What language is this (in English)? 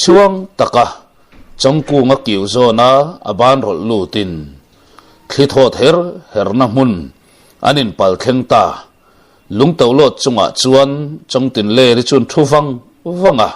Mizo